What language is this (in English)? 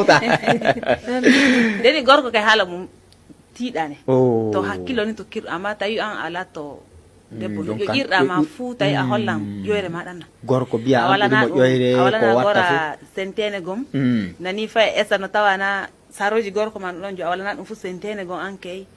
Nigerian Fulfulde